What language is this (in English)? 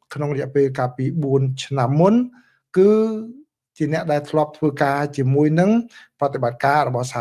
Khmer